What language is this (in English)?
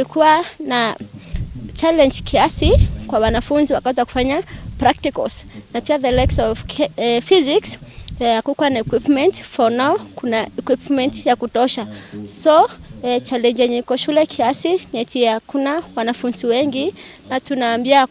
Meru